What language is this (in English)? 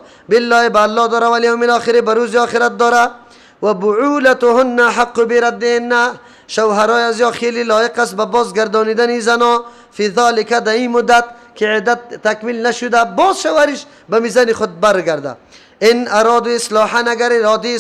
Persian